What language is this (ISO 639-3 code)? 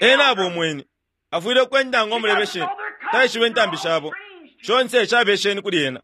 bem